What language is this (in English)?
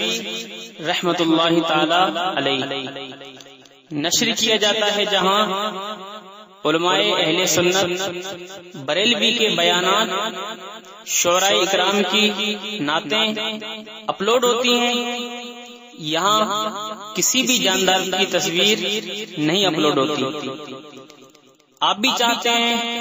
Urdu